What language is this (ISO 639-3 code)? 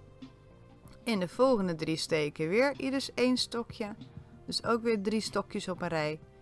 nld